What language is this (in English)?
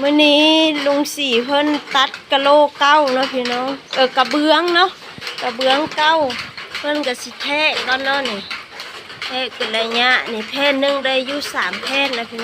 Lao